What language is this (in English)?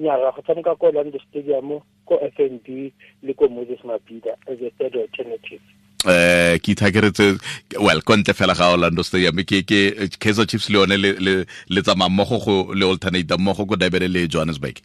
Tswana